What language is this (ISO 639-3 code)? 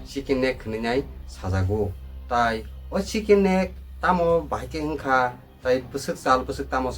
trp